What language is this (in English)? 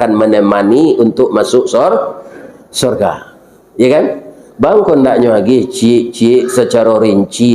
Minangkabau